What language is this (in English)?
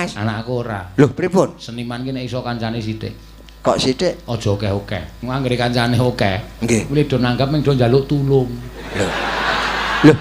Javanese